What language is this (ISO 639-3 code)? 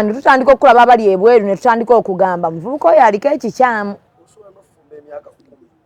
lug